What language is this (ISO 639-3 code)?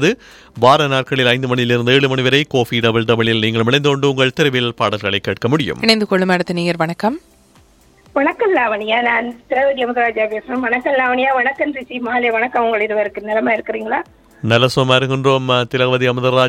tam